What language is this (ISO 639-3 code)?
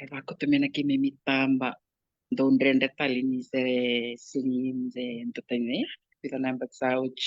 fij